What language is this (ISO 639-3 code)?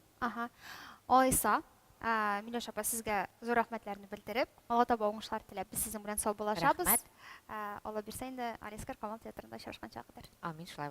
tat